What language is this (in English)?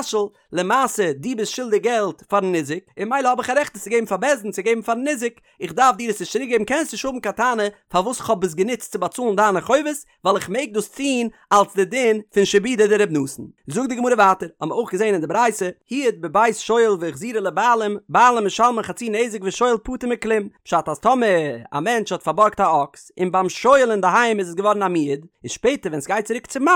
Yiddish